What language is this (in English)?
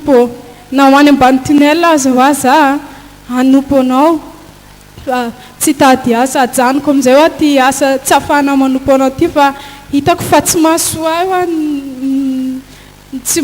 Malagasy